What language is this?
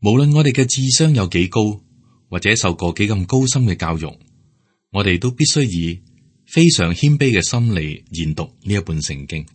Cantonese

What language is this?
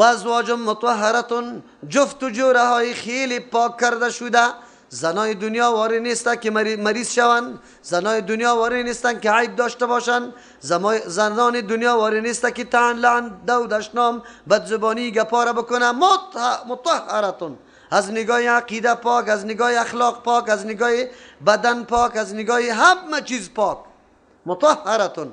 Persian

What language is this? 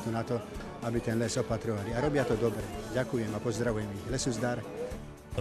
Slovak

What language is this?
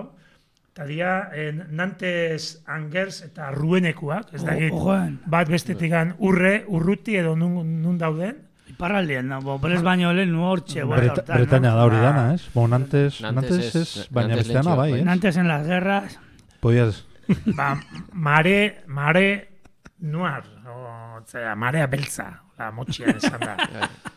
Basque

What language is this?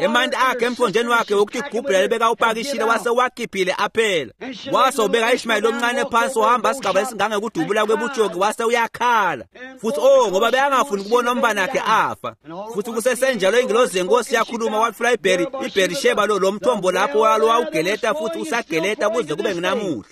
Swati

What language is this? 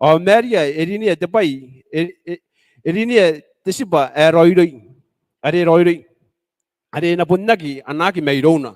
Gilbertese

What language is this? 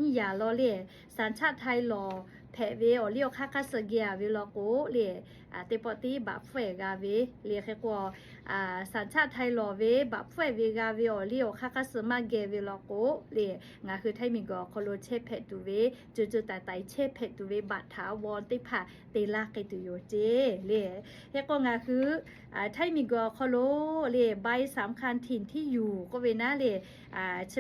Lahu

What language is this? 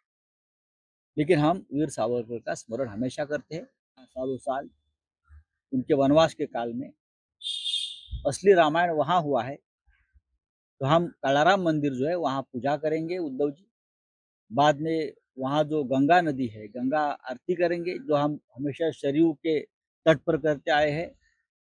Marathi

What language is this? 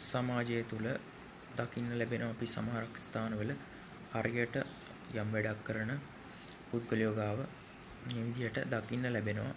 Sinhala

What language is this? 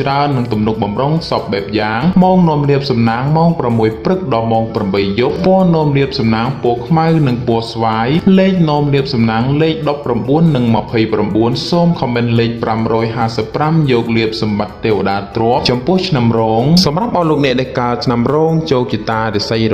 Khmer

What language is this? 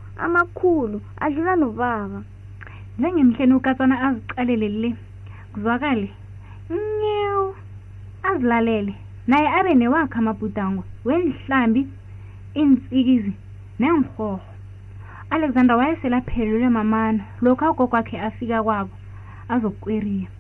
South Ndebele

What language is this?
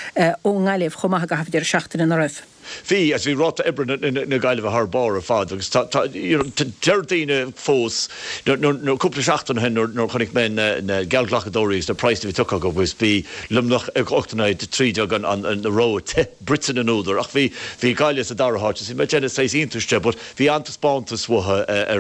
Irish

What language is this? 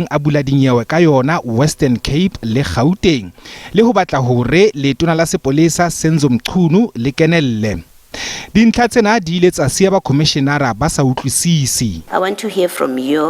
Southern Sotho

